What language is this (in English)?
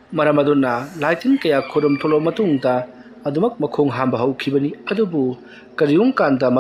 Manipuri